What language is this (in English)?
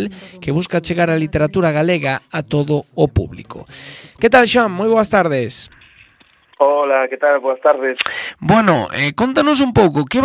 Galician